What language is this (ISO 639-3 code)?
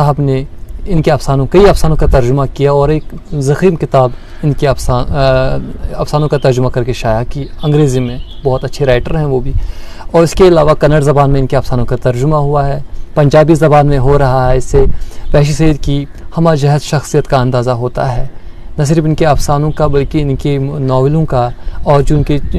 urd